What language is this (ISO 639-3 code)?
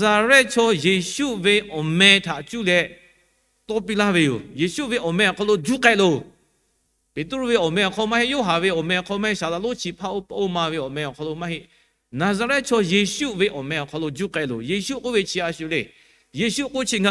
lhu